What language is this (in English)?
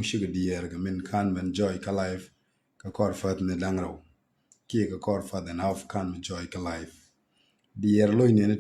Nuer